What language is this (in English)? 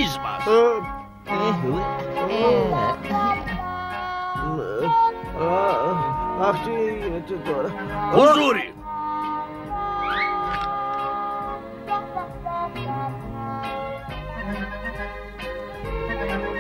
Greek